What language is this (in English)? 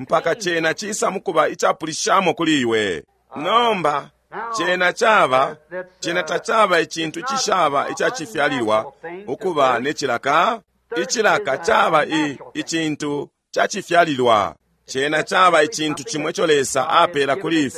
Bemba